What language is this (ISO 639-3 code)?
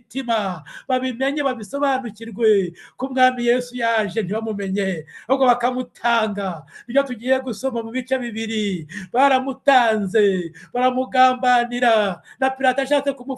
kin